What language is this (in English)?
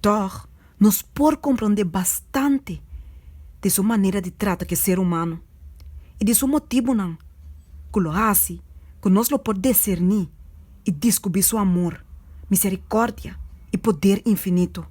Papiamento